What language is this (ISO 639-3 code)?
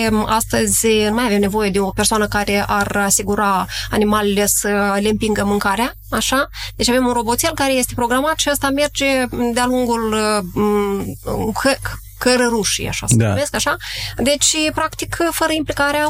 ron